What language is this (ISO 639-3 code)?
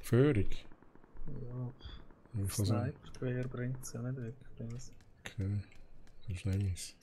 gsw